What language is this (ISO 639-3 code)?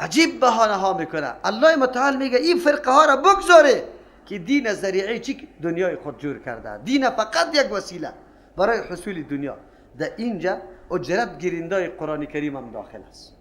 fas